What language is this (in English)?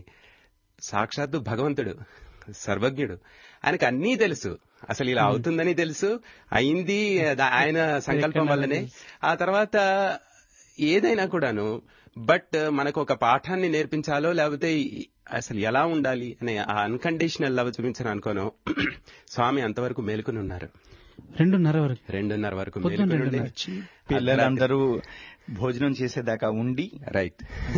Telugu